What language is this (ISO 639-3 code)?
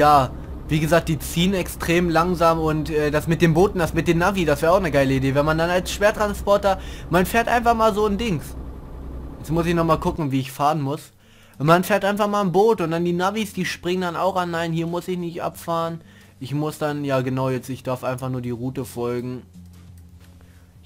deu